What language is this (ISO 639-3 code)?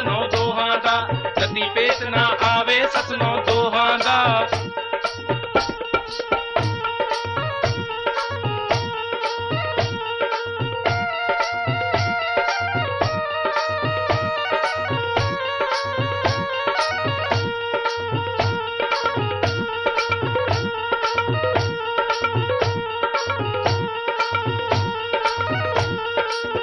pan